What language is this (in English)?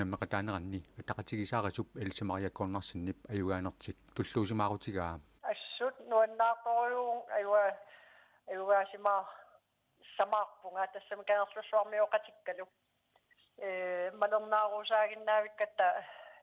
Kalaallisut